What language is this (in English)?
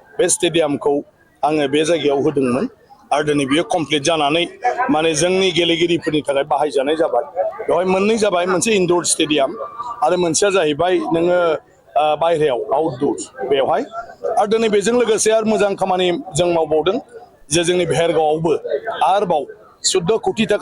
Bodo